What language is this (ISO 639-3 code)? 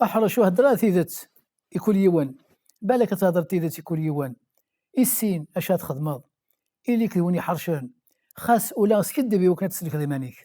kab